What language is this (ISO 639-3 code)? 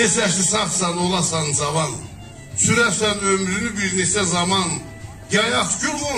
azb